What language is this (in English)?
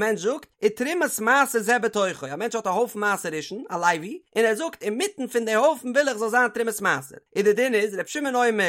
Yiddish